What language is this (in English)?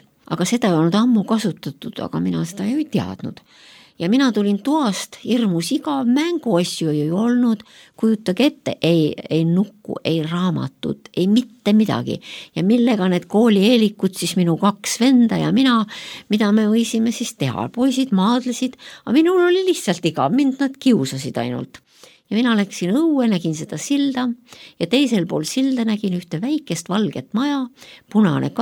Estonian